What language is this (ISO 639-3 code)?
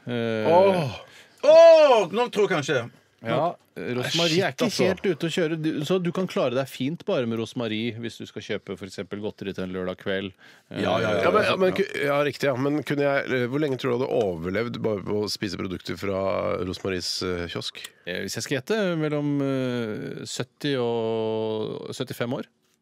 nor